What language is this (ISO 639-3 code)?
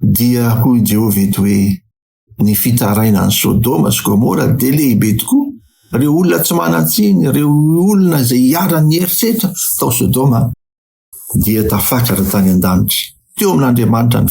mlg